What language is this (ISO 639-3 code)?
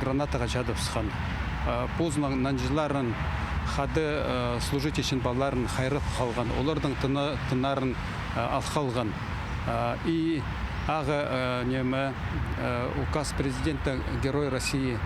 kjh